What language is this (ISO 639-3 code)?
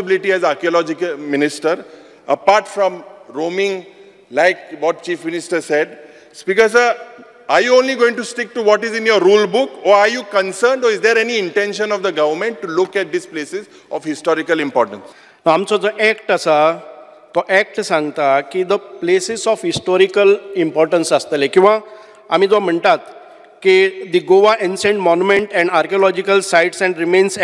kok